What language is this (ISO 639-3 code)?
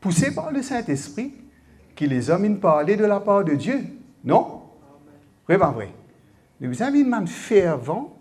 mfe